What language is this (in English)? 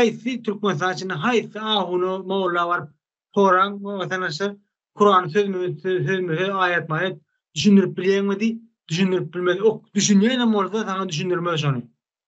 Turkmen